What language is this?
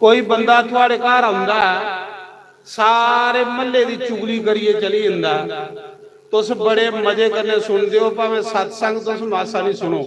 Dogri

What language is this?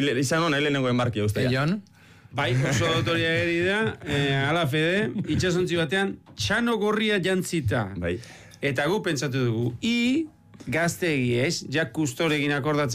Basque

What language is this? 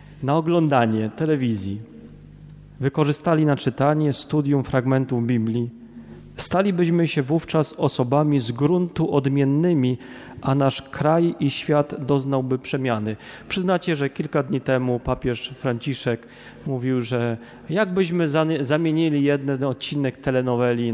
Polish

